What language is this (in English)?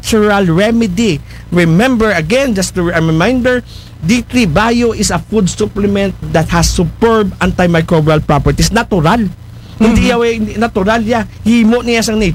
Aklanon